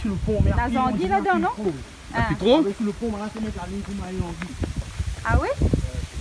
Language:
Réunion Creole French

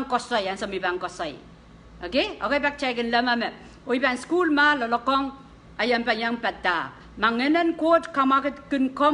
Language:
Pohnpeian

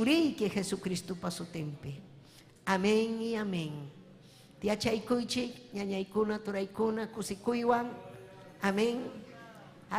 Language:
Ayacucho Quechua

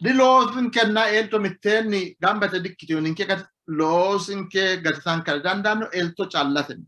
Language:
Sidamo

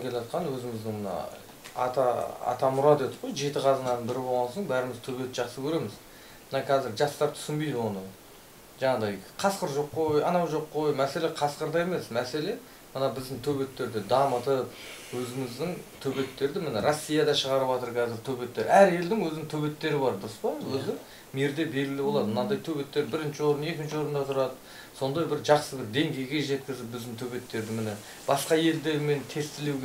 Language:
Kazakh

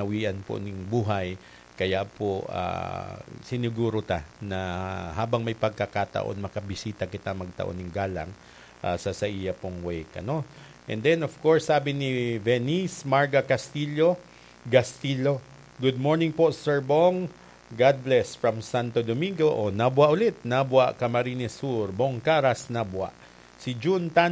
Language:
Bikol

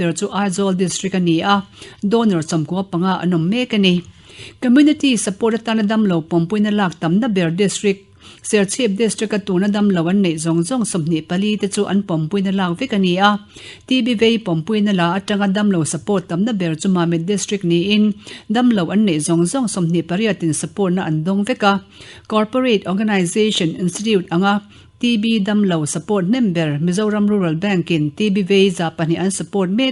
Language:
Mizo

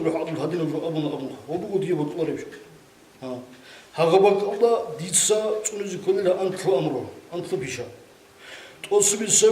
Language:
Avaric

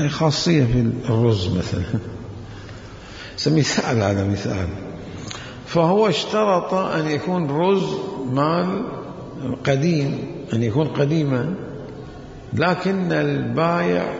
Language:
Mesopotamian Arabic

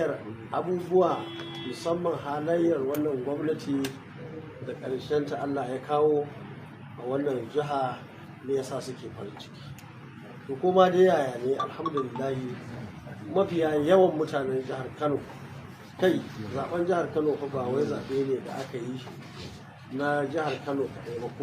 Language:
Hausa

